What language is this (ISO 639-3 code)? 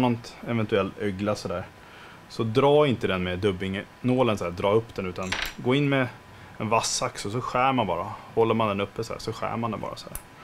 swe